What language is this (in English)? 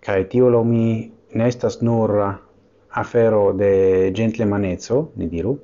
Esperanto